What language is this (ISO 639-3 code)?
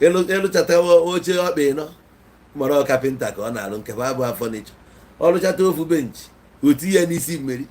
ibo